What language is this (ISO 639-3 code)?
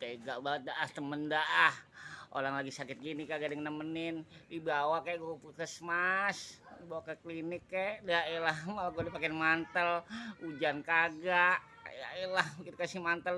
bew